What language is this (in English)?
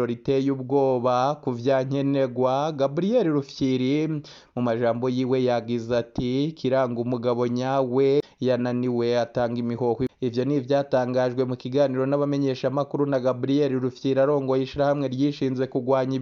Rundi